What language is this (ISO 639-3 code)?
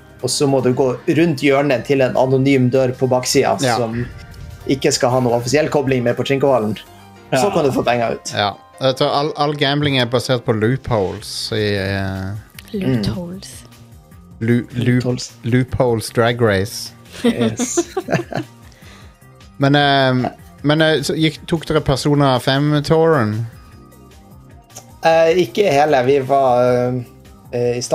nor